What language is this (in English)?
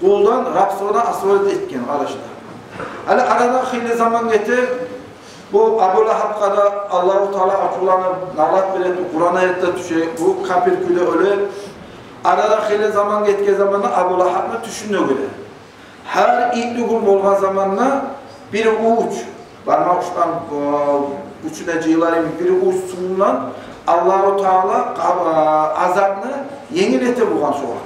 Kumyk